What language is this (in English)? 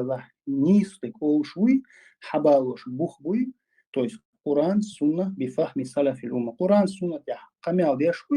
Chechen